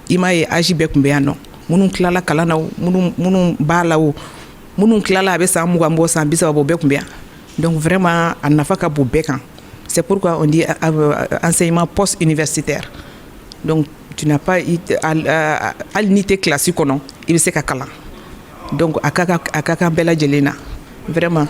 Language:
Bambara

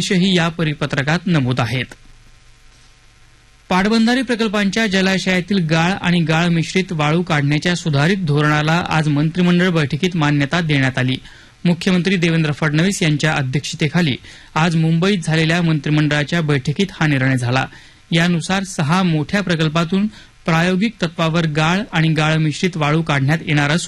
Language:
Marathi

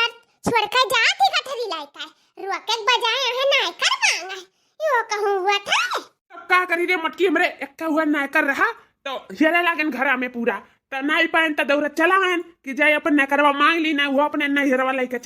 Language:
Awadhi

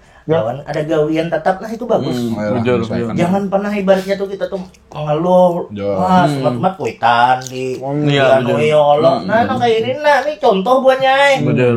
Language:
Banjar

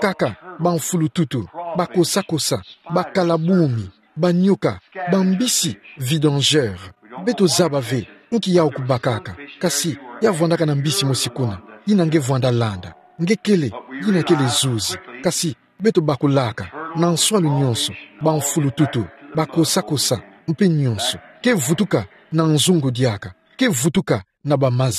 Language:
Kituba (Democratic Republic of Congo)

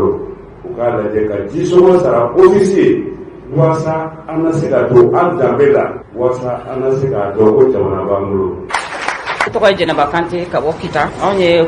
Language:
Bambara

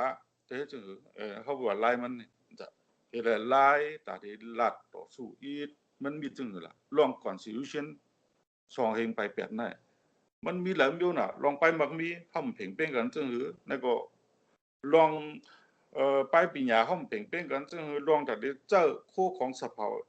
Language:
Shan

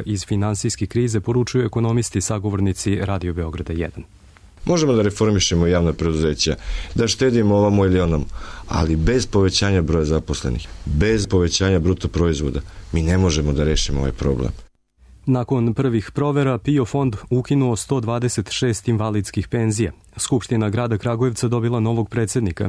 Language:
Serbian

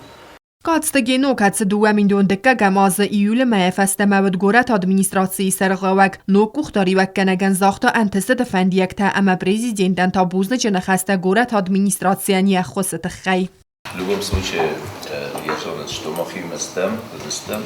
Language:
Ossetic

